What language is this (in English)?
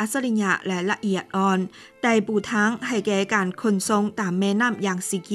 Lao